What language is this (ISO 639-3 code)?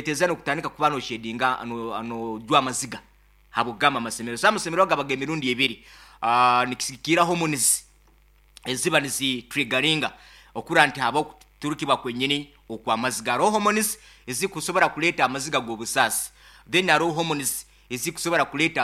nyn